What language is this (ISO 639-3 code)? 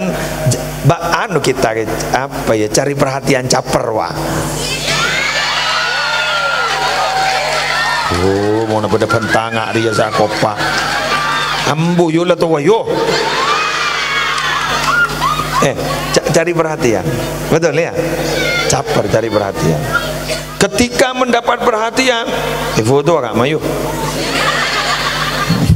mad